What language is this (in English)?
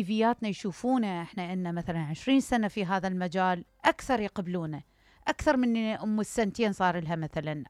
Mesopotamian Arabic